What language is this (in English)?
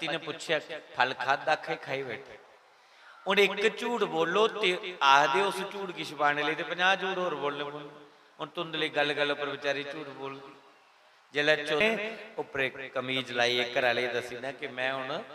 Dogri